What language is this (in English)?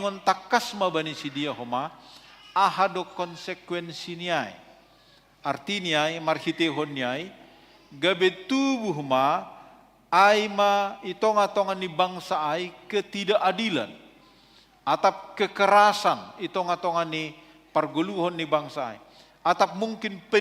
Batak Simalungun